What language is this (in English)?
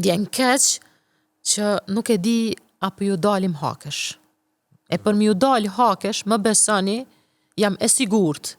Albanian